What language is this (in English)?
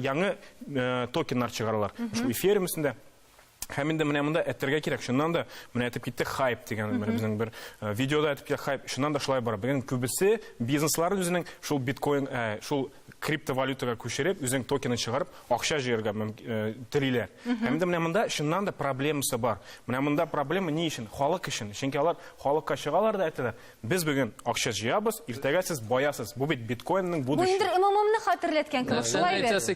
Tatar